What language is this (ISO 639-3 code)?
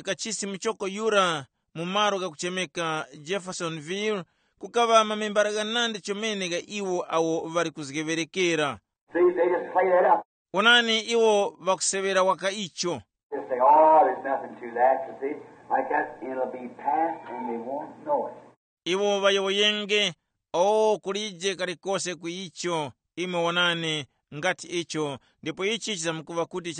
tum